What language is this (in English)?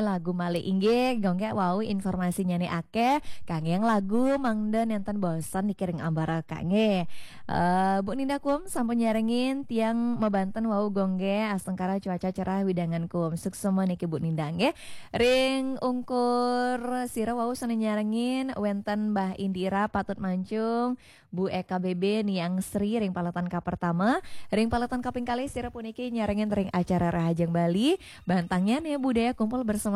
Balinese